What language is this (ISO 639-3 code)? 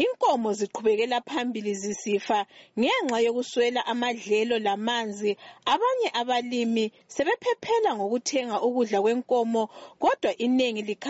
nde